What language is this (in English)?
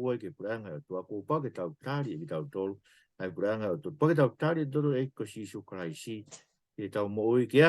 Tongan